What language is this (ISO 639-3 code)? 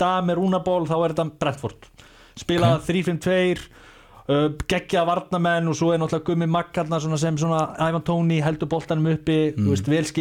isl